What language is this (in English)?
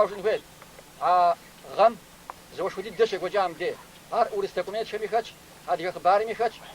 Kabardian